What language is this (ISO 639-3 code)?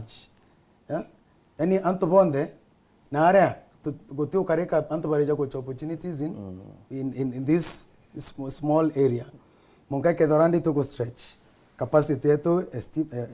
mer